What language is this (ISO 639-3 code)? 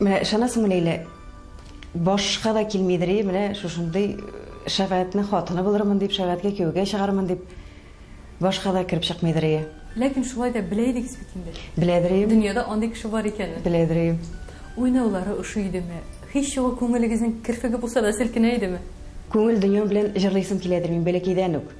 tat